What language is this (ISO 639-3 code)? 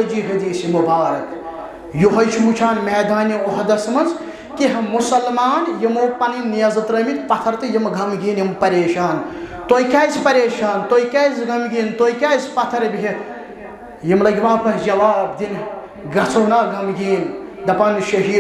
kas